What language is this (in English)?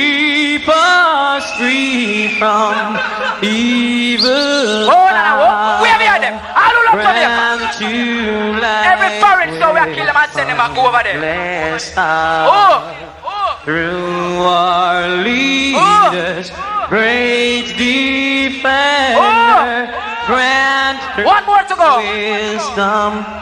Jamaican Creole English